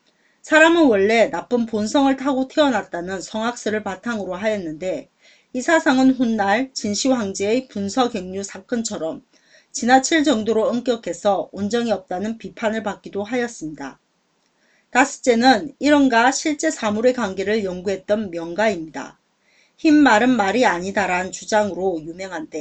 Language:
Korean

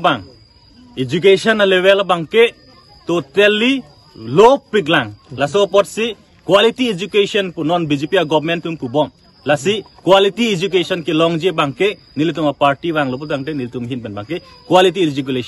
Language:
Karbi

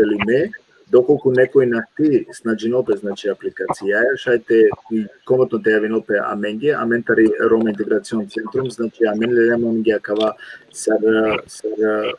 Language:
Balkan Romani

